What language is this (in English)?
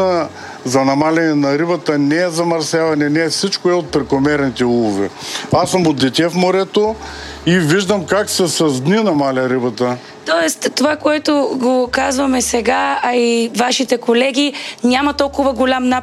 Bulgarian